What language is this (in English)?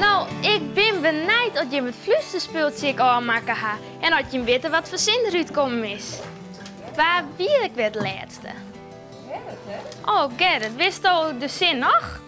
Western Frisian